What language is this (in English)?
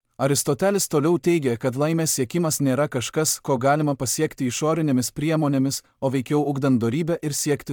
Lithuanian